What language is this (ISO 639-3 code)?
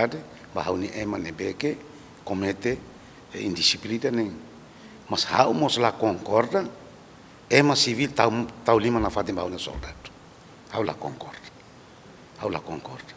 tet